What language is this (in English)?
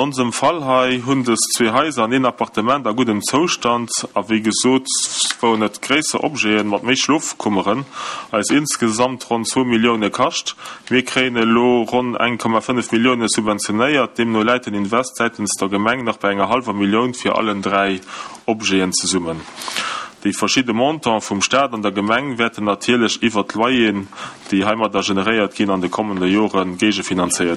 Luxembourgish